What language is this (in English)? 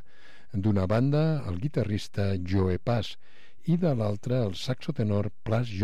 Catalan